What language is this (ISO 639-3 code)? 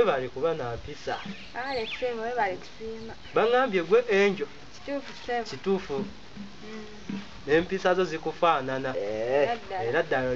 lug